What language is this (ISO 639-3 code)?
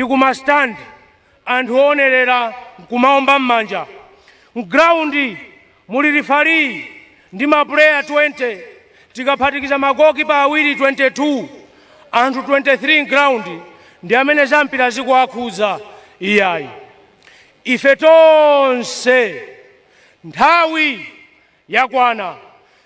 nya